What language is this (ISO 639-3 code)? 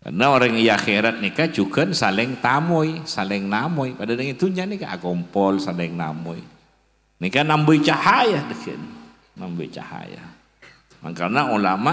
mad